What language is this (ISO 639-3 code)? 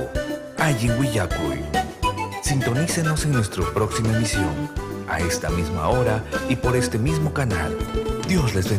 quy